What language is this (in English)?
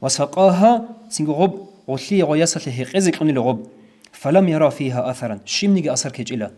Avaric